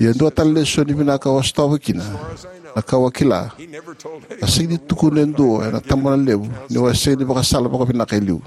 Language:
Fijian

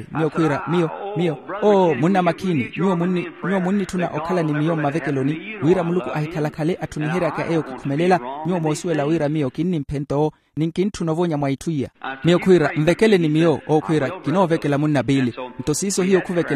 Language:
Makhuwa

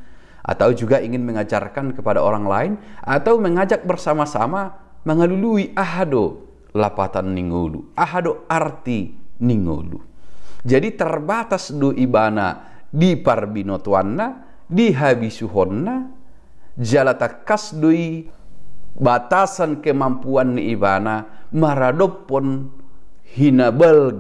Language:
Batak Toba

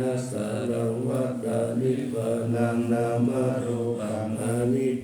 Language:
Pali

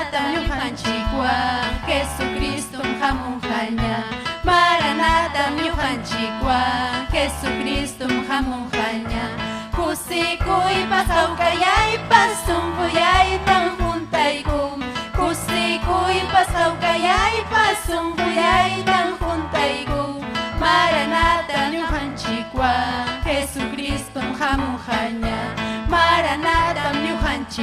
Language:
Ayacucho Quechua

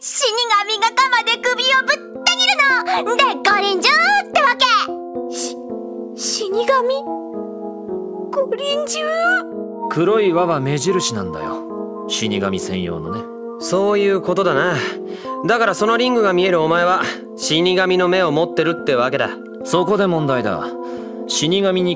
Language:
Japanese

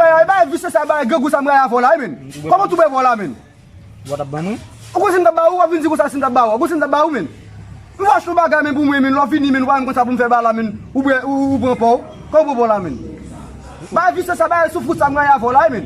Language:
Haitian Creole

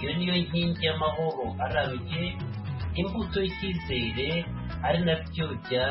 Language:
Kinyarwanda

